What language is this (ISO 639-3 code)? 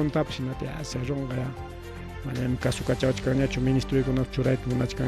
quy